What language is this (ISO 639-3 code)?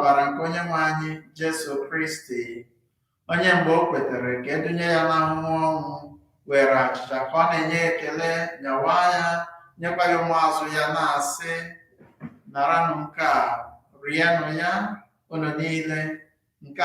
ibo